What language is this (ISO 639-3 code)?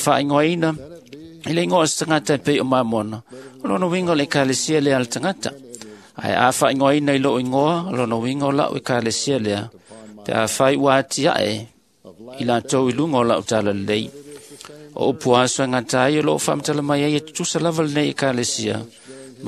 smo